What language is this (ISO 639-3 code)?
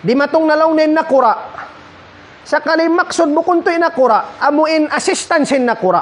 tsg